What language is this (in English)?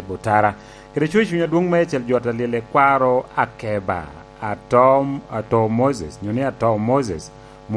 Lango (Uganda)